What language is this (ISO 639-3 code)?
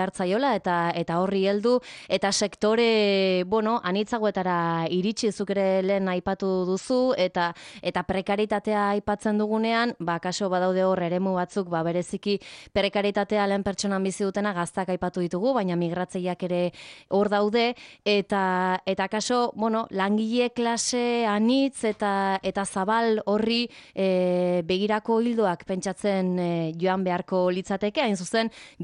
eus